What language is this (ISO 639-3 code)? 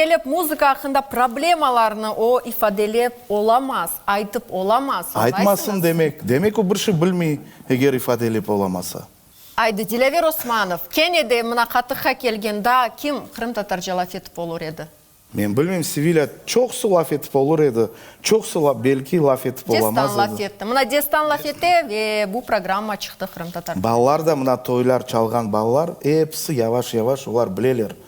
crh